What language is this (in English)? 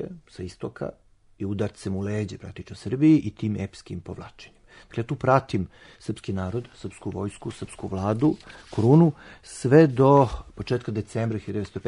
Serbian